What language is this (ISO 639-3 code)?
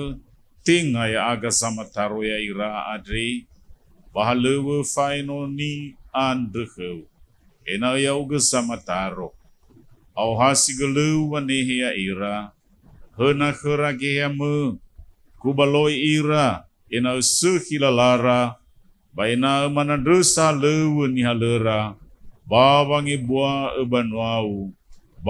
nia